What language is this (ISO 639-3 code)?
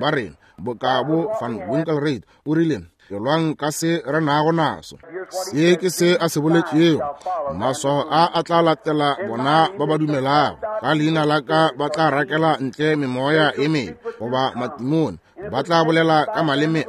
nso